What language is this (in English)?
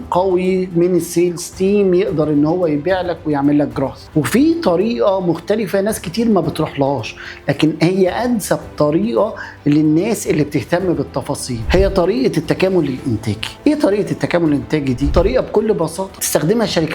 Egyptian Arabic